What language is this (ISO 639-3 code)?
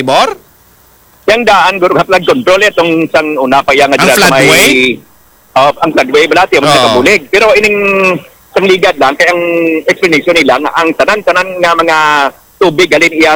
hil